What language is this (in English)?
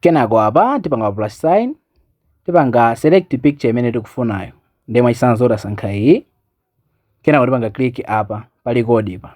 Nyanja